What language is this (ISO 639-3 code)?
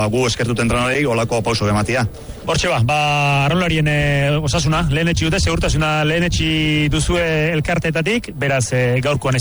eus